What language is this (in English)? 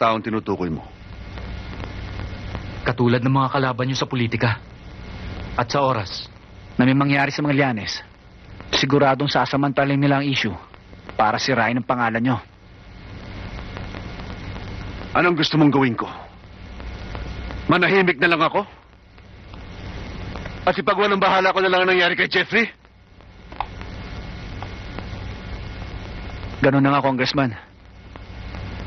Filipino